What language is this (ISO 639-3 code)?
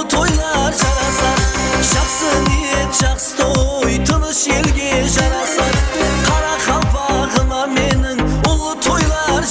kaa